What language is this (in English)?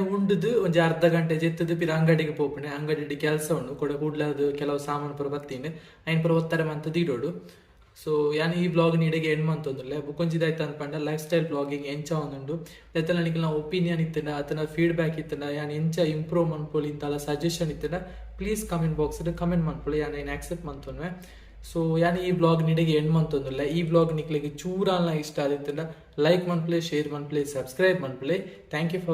Tulu